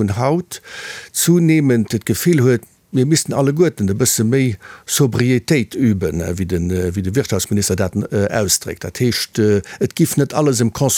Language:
Luxembourgish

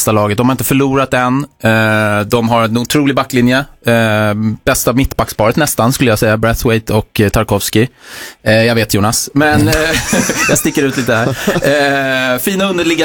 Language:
Swedish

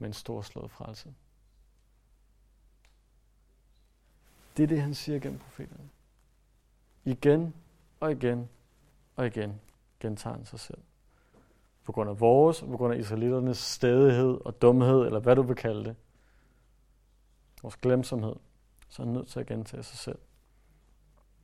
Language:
Danish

